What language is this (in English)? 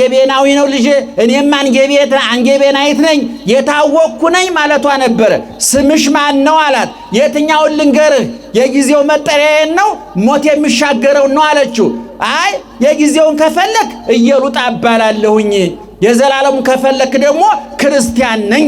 Amharic